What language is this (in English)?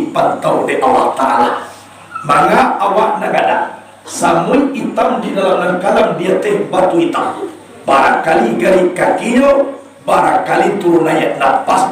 Minangkabau